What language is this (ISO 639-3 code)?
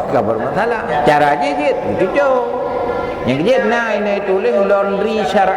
ace